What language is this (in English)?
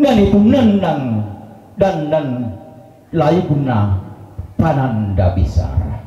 Toraja-Sa'dan